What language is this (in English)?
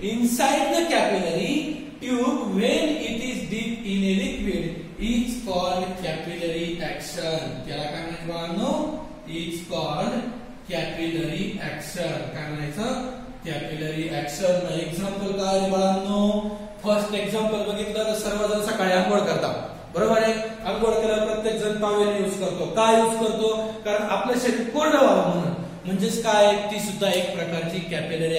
Marathi